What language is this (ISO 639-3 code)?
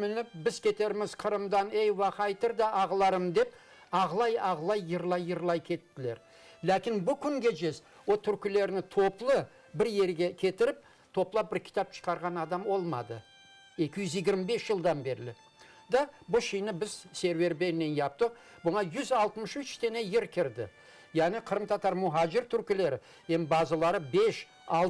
crh